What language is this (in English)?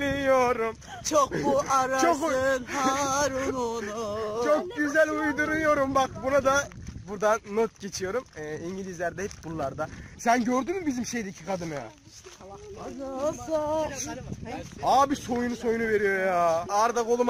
Turkish